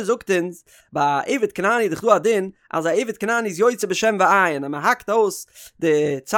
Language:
Yiddish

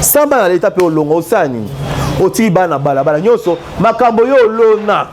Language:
Lingala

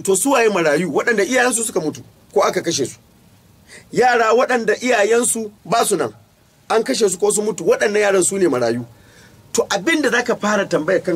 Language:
Hausa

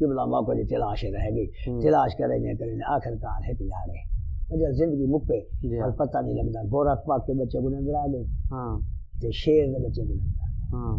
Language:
Saraiki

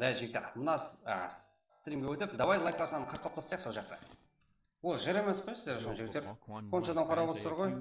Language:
Kara-Kalpak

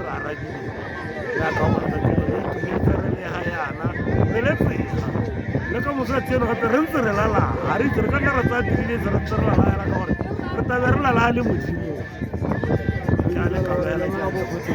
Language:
Tswana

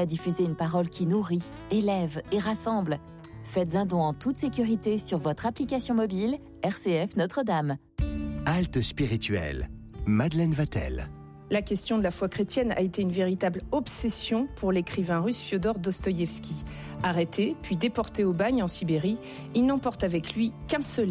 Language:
French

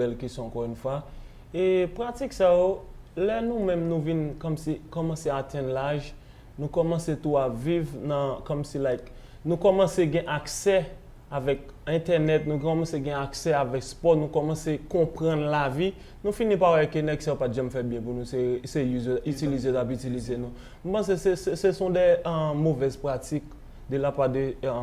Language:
Haitian Creole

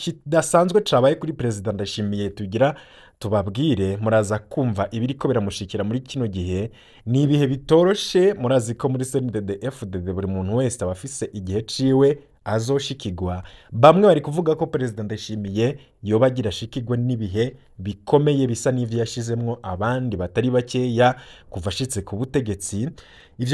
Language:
Rundi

